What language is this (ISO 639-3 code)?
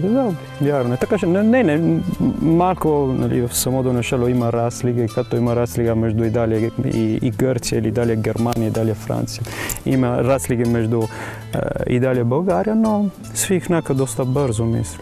bul